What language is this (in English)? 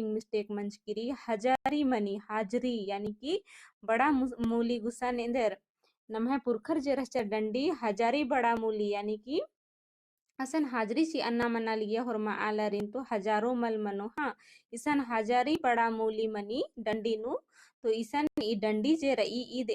Kurukh